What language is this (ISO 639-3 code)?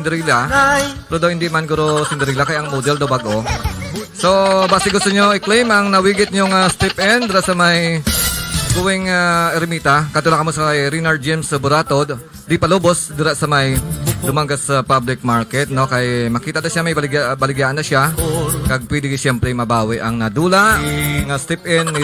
hil